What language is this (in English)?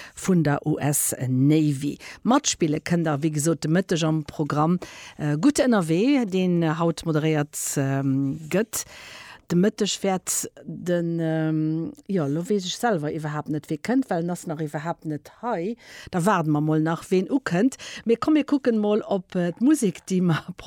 Luxembourgish